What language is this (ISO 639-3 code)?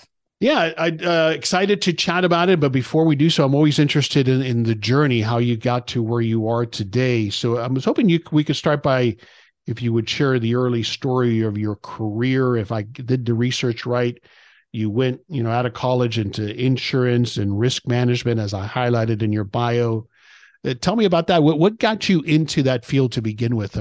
eng